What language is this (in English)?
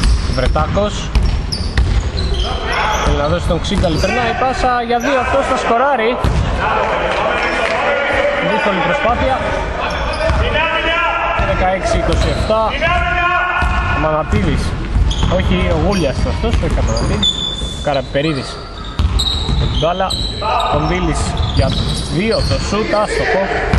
Greek